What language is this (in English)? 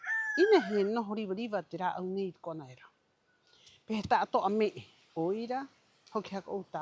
Rapanui